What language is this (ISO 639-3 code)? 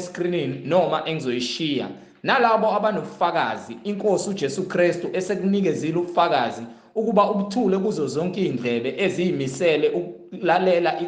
zul